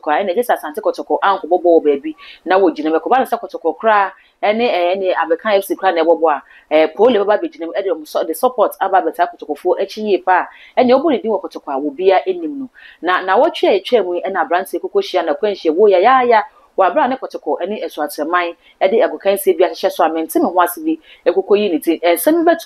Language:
Akan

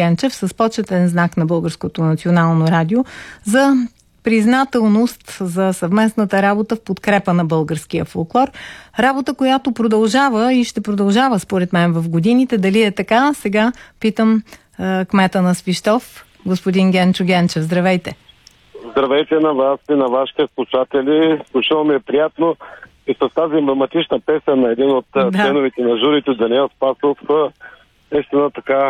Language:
Bulgarian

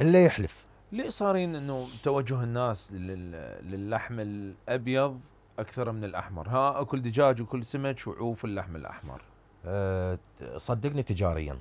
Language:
Mesopotamian Arabic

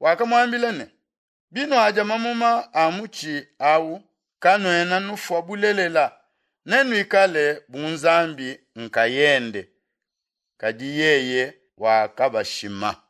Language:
Luba-Lulua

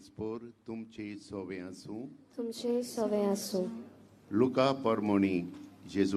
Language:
Konkani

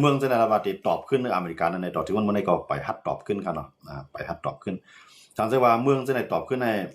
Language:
Shan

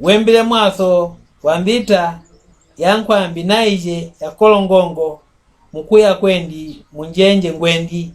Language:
Mbunda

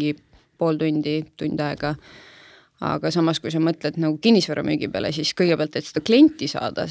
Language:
Estonian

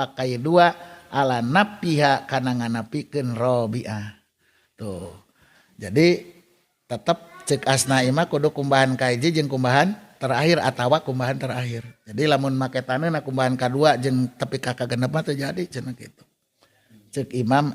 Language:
Sundanese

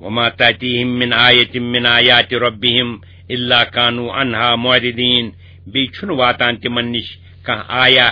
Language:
Kashmiri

